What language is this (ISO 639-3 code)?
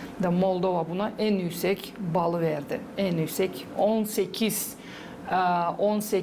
gag